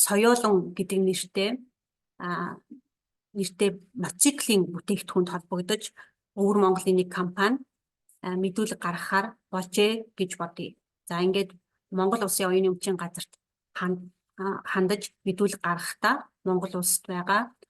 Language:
Mongolian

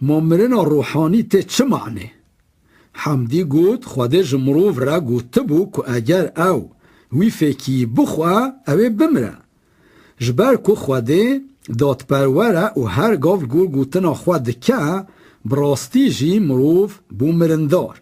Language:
Kurdish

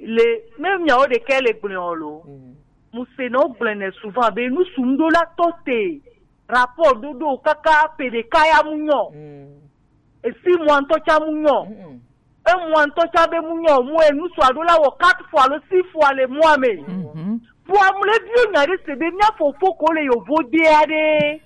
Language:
Gen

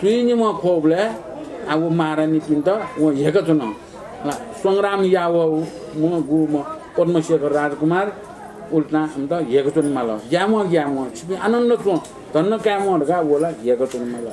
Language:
Newari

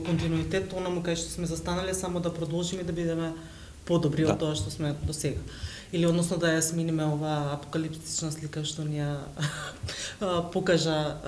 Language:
Macedonian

